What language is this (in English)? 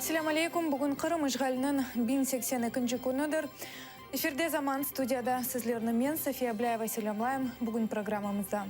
Crimean Tatar